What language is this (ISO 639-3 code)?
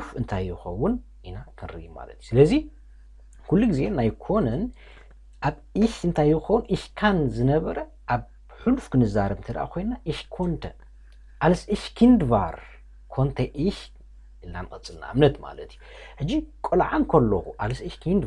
tir